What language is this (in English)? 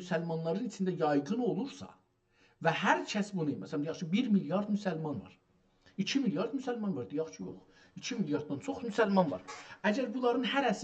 South Azerbaijani